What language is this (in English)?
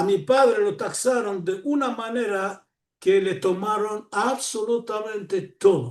Ladino